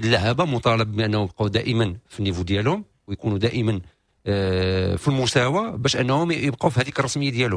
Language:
Moroccan Arabic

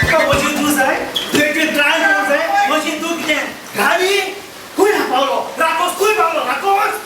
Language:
Konkani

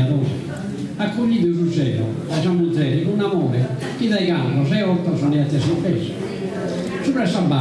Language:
Sardinian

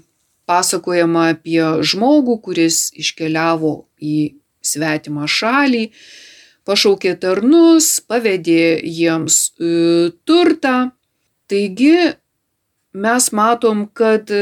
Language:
Lithuanian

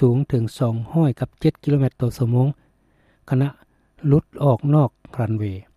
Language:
Lao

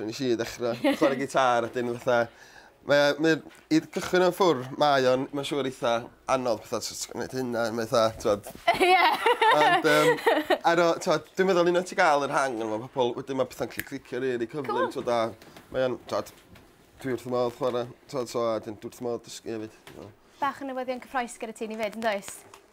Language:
Welsh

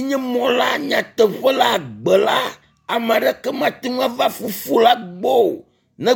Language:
Ewe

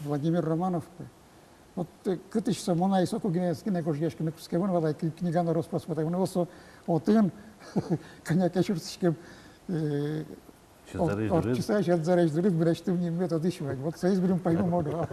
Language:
Udmurt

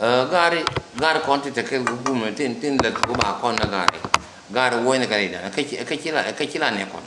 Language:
Nuer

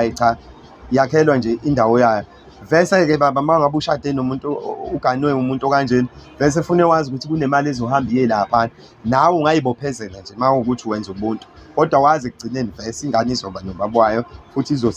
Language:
Zulu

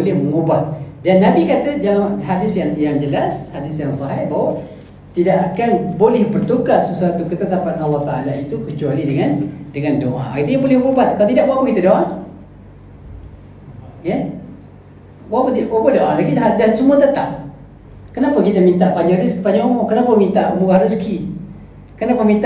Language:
Malay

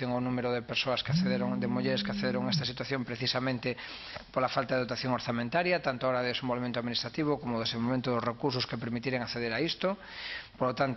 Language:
Galician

